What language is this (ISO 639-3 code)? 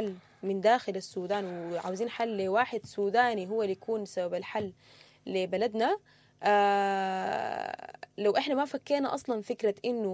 apd